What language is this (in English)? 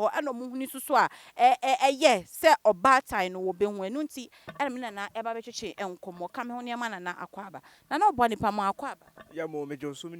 Akan